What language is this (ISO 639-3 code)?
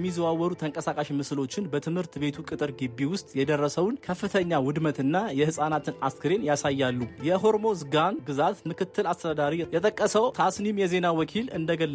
amh